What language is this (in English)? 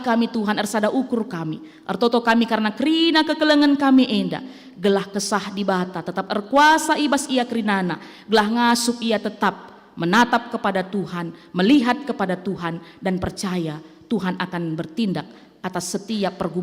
Batak Karo